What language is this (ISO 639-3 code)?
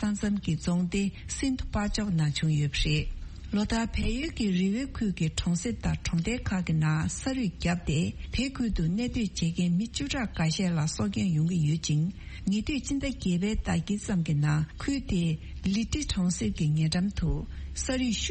bod